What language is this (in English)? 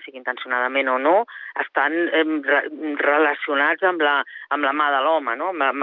Catalan